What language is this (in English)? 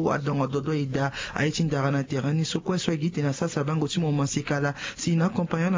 Sango